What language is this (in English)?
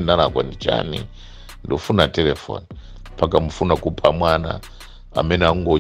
Nyanja